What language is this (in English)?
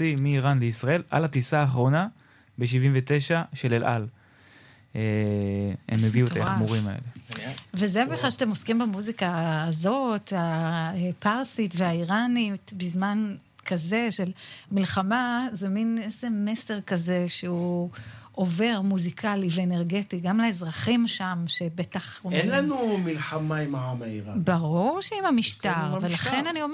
Hebrew